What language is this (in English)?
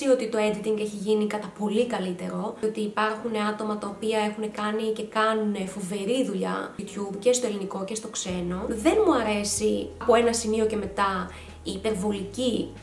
Greek